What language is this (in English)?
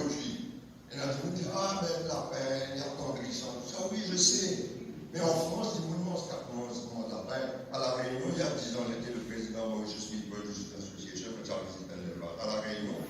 Morisyen